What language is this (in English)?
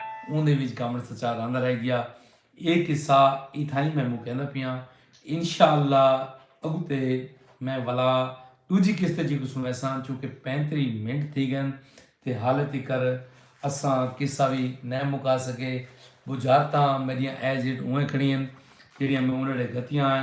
Saraiki